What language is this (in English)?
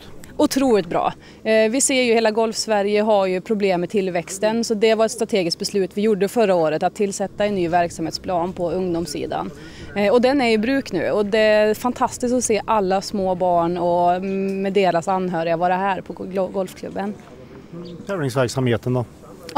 Swedish